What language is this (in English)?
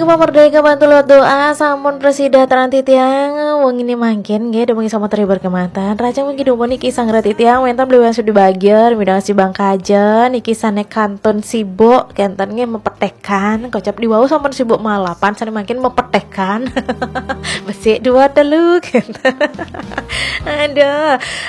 Balinese